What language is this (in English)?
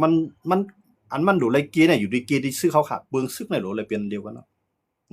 Shan